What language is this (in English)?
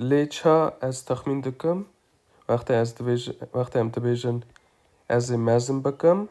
Kurdish